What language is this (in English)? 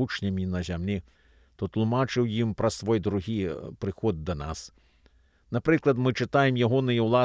Belarusian